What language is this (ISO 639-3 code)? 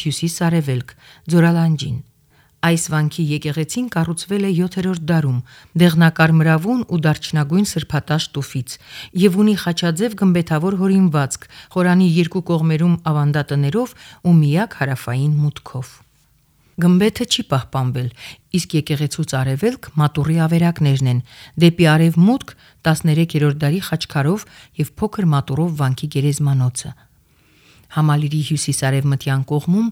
hye